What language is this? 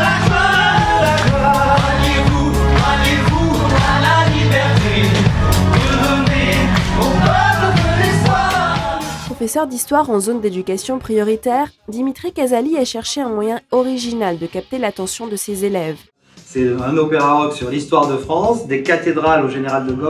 French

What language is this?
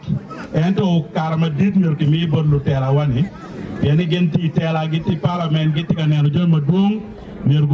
Acoli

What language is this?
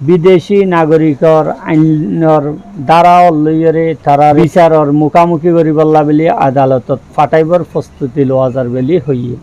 Rohingya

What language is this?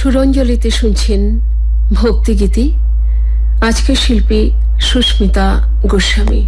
Bangla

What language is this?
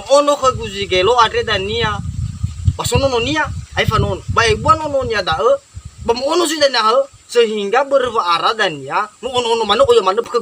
Nias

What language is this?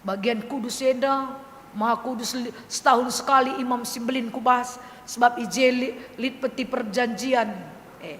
Batak Karo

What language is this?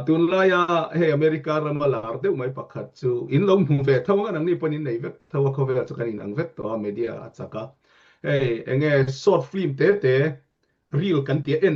Mizo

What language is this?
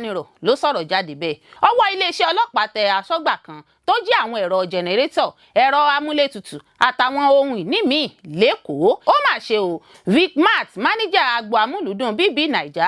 Yoruba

